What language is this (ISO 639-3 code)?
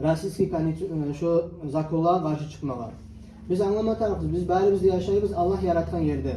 kum